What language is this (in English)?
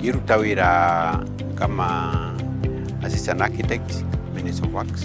Meru